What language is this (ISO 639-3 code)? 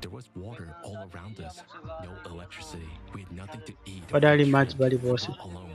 nya